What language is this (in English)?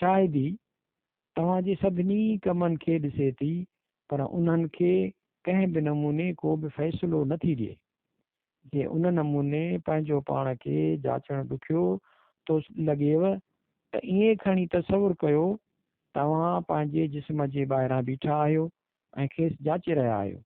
Sindhi